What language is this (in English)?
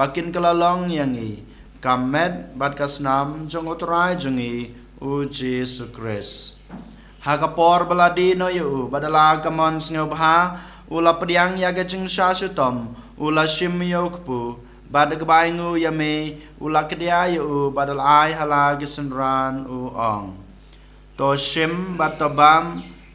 Khasi